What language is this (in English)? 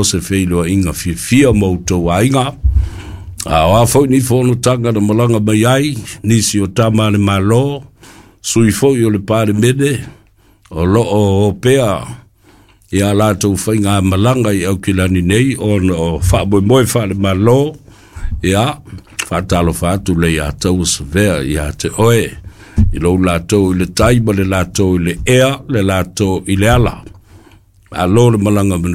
Samoan